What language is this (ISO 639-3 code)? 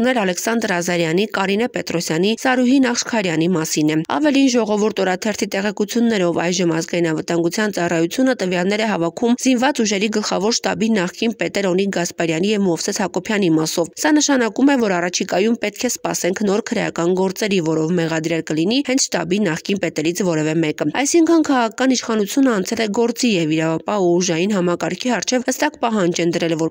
hye